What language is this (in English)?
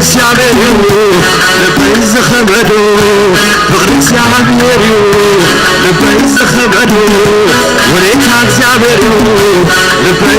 Tigrinya